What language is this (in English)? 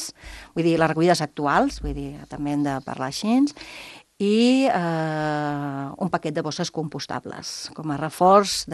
Catalan